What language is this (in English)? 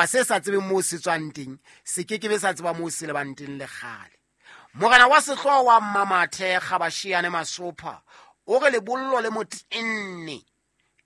Southern Sotho